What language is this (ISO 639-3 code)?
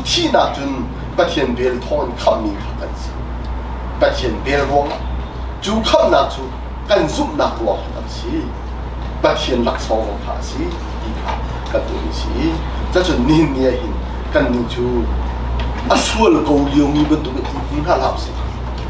cnh